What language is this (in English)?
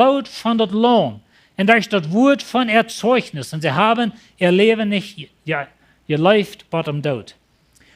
Plautdietsch